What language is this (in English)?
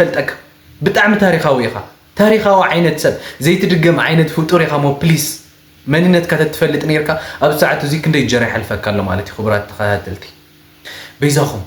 Tigrinya